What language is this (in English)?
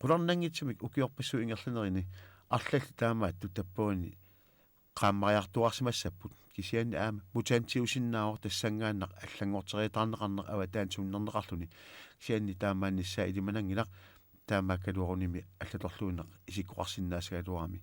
Kalaallisut